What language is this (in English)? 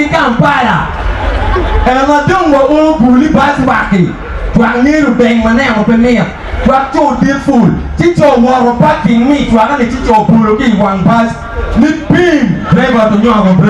Acoli